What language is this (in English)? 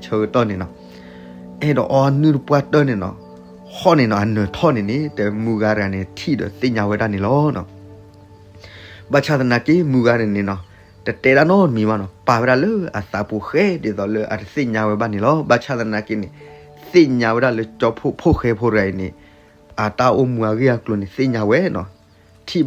S'gaw Karen